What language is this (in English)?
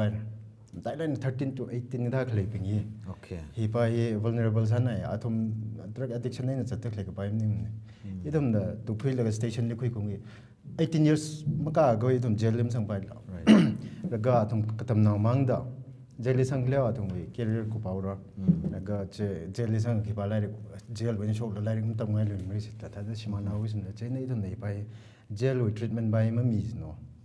Tangkhul Naga (India)